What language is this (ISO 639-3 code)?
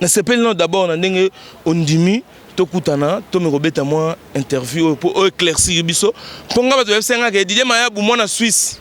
lin